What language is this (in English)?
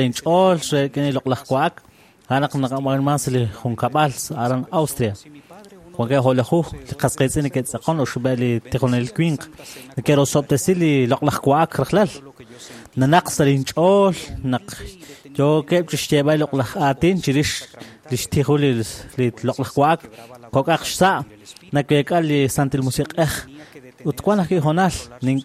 Kekchí